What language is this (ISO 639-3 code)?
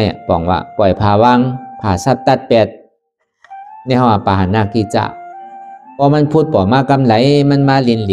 shn